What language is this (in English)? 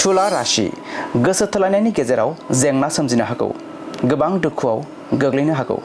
Bodo